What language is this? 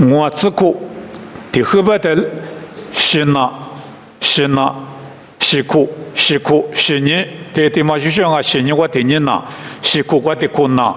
Lisu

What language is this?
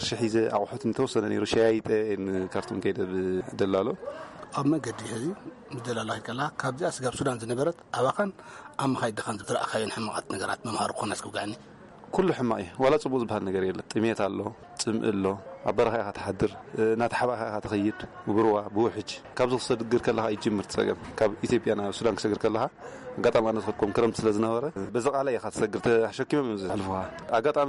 Tigrinya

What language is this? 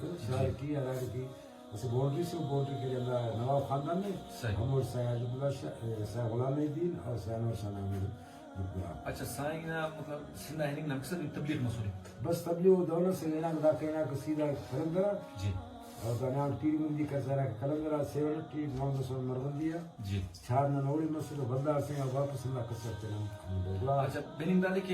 Brahui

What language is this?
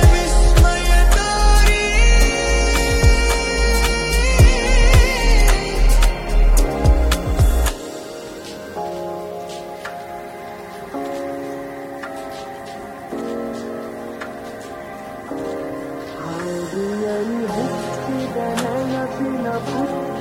Kannada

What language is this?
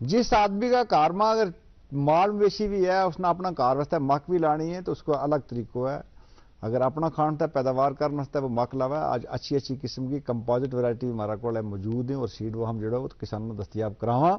Gujari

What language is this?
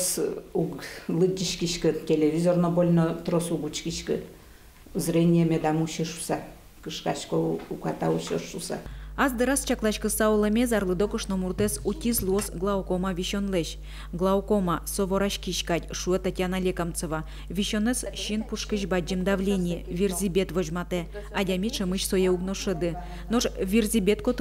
Udmurt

